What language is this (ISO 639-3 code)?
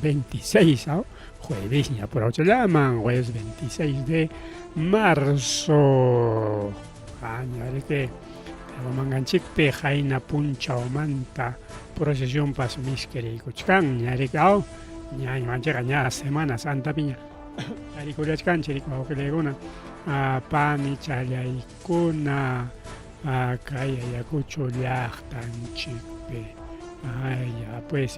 quy